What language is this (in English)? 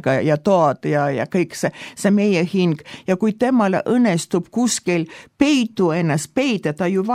Estonian